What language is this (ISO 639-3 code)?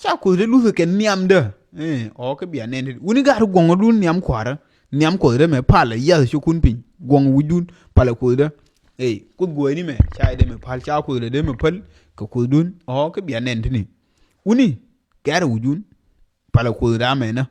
nus